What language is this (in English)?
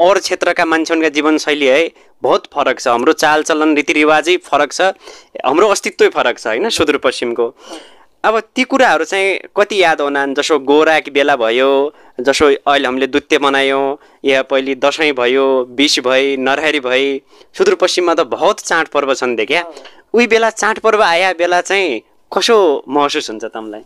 Nepali